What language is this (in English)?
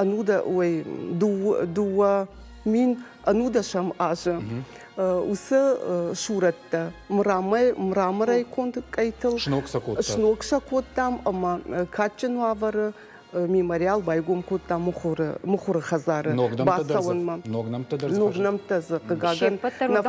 Ossetic